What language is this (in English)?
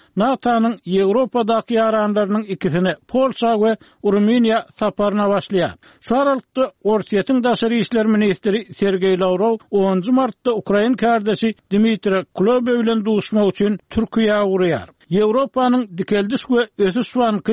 Turkmen